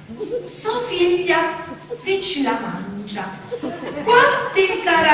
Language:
Sicilian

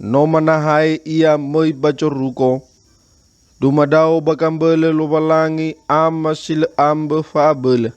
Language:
Nias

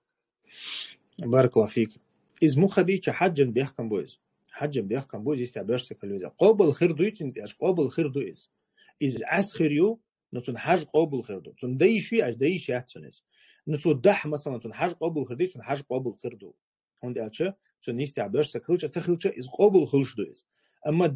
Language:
Chechen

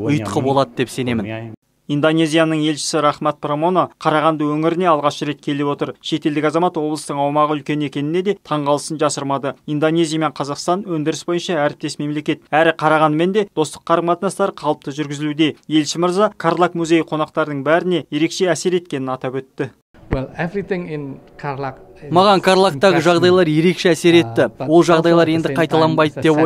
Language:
Kazakh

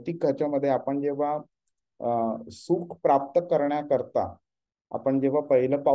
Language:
Marathi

